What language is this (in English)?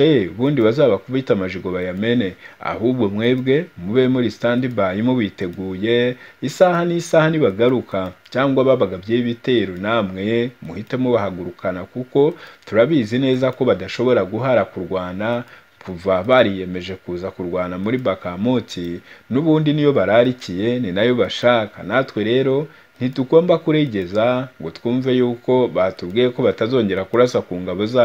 Kinyarwanda